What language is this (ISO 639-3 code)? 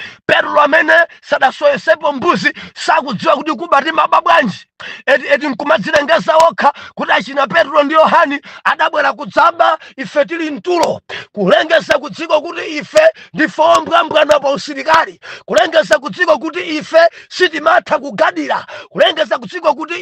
nya